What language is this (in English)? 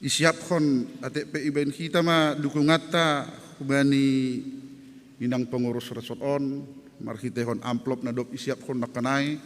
Batak Simalungun